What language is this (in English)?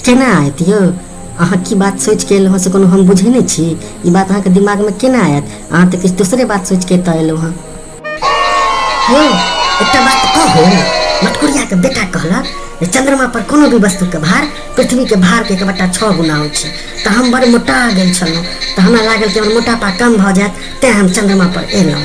Maithili